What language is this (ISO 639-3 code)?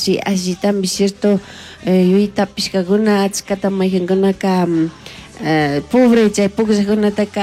qug